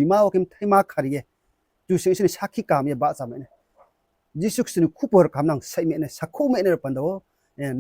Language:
Riang (India)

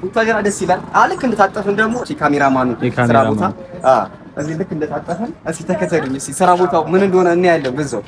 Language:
Amharic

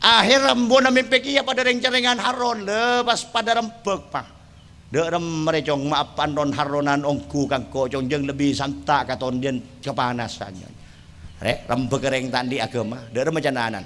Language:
Madurese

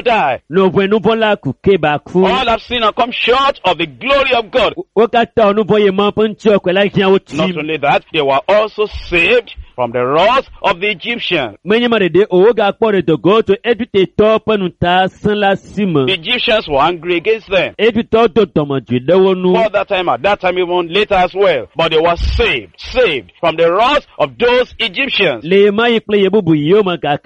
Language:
Ewe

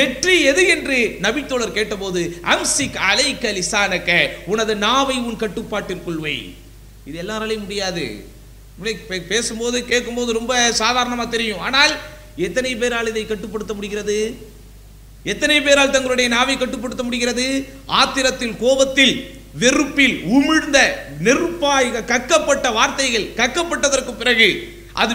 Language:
Tamil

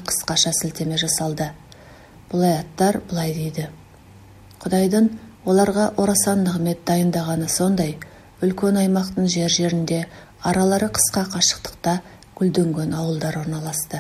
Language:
Kazakh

